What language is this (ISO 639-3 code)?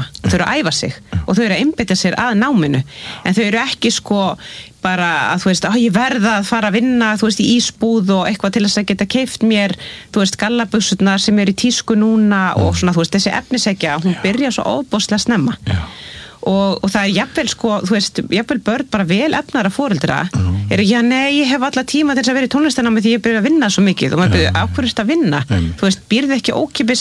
isl